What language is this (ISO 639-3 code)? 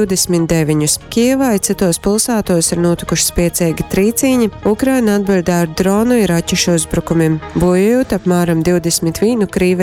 ltg